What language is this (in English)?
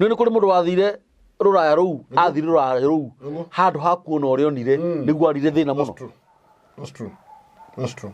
Kikuyu